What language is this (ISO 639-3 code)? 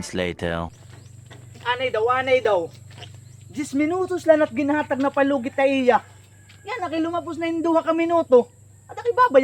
war